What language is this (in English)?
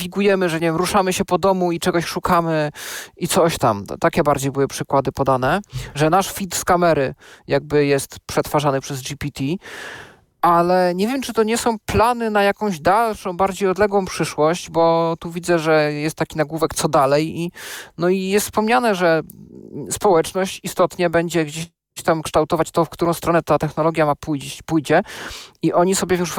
Polish